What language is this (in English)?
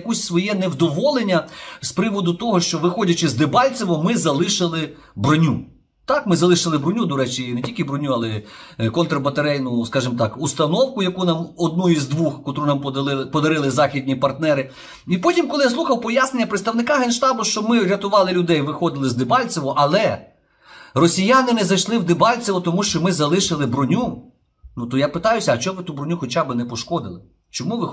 Ukrainian